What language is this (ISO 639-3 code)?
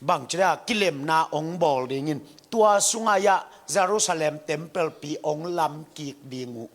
ctd